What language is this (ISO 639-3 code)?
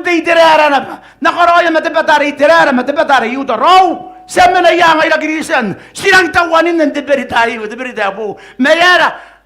gil